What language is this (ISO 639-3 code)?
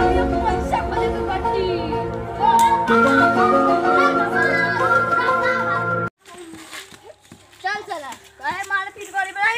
bho